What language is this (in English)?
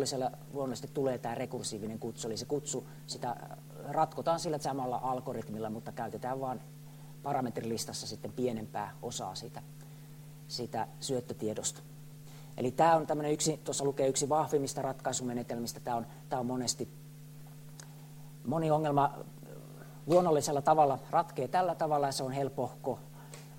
Finnish